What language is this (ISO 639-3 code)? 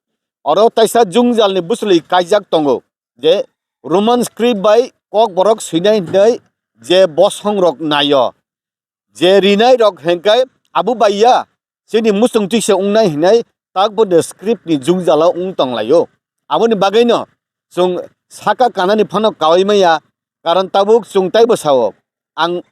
trp